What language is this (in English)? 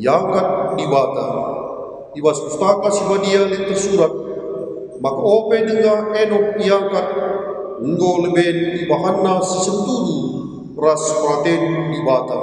Batak Karo